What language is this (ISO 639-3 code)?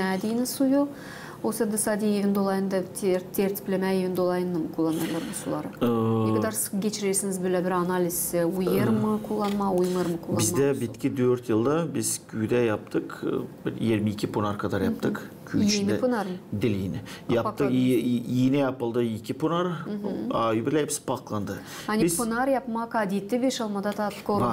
gag